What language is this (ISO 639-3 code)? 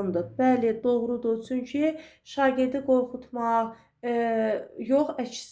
aze